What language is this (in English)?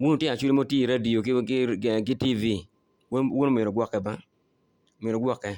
Acoli